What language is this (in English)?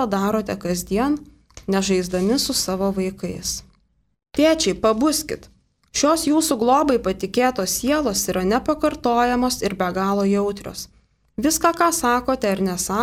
Lithuanian